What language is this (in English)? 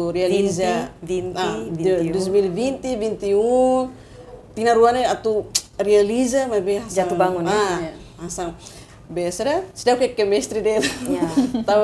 Tetum